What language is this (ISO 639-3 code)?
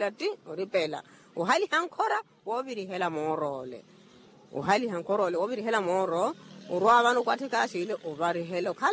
vmw